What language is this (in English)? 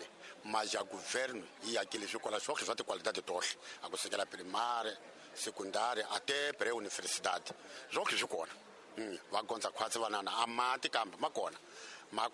Tsonga